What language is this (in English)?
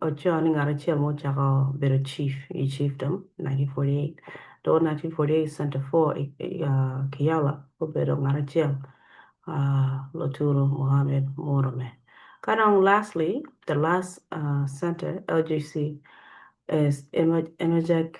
Acoli